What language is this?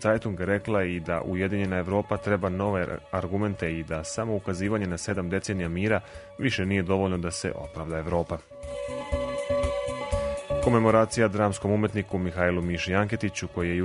Serbian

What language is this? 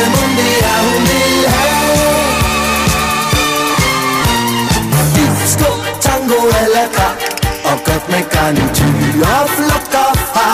Danish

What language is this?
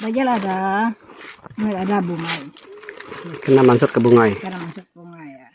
Iban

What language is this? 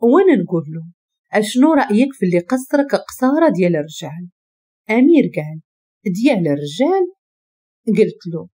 Moroccan Arabic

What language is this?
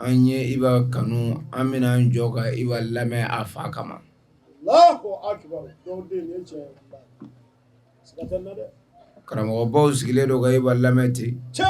Bambara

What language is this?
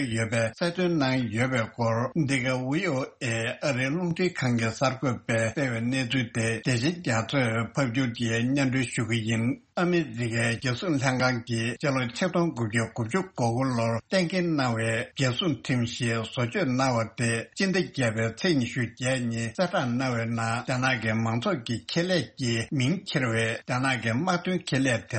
Tibetan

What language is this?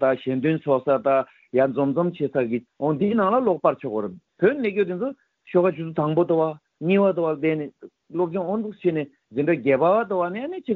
Malagasy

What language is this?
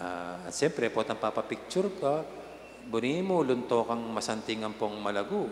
Pampanga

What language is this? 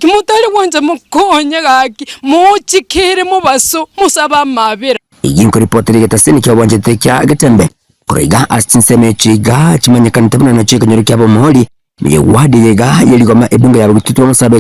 Gusii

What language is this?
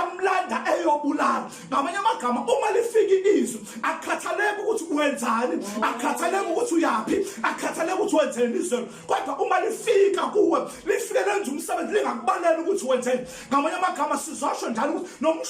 Zulu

